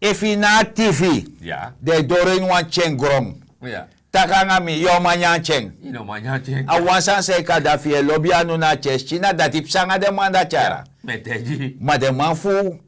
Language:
Sranan Tongo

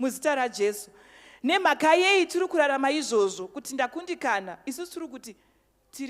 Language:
Shona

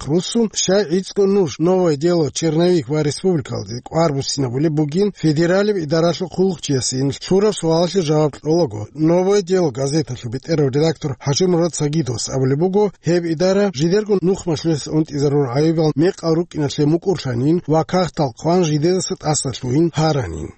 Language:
Avaric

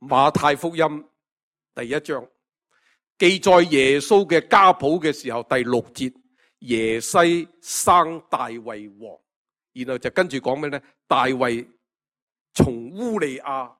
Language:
Cantonese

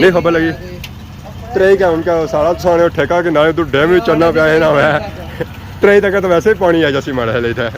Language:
Pahari-Potwari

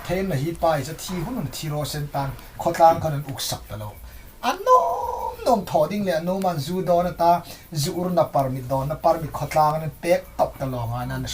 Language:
Hmar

